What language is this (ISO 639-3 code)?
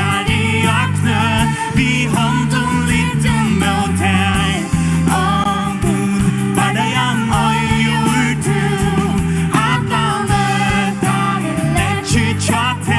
fao